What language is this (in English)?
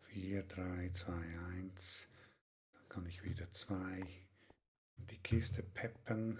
Swiss German